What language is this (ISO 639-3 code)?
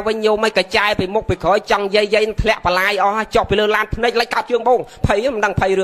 khm